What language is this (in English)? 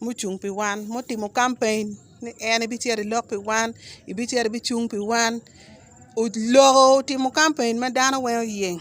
Acoli